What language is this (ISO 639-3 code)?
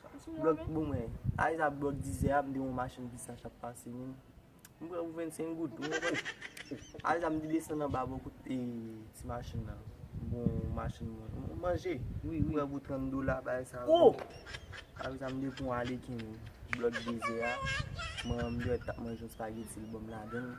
hat